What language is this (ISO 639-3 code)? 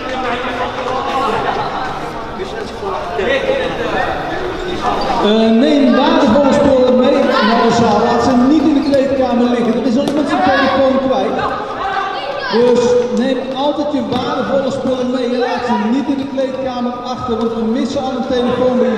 nld